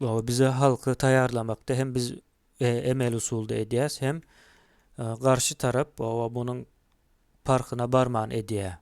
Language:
Turkmen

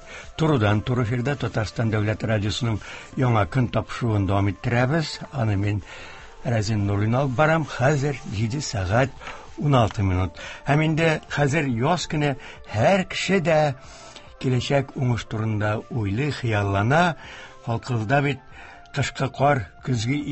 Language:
Tatar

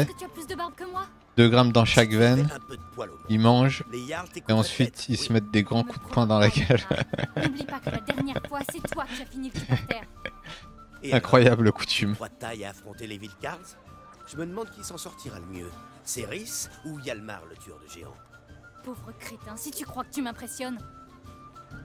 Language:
French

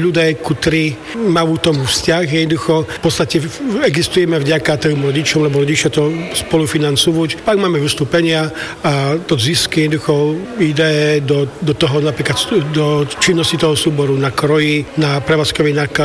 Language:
Slovak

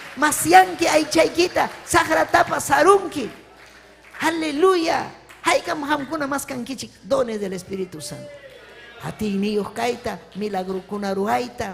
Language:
Ayacucho Quechua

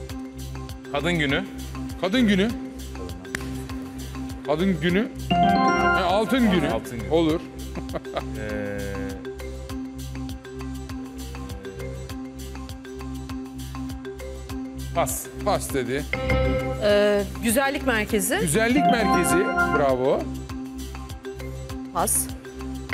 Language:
Turkish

